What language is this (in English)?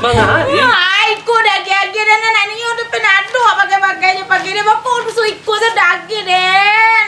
Minangkabau